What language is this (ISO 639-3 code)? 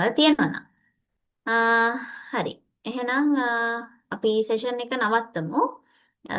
sin